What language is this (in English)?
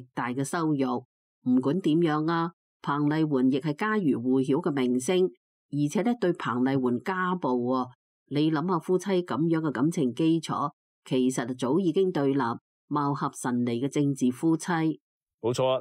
Cantonese